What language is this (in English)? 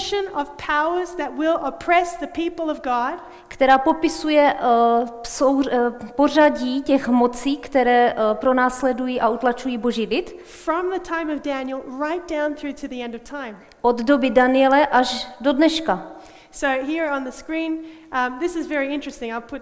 Czech